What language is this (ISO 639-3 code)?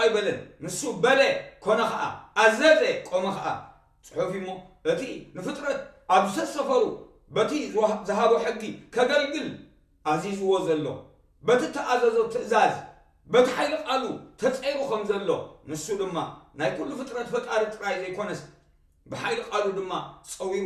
tir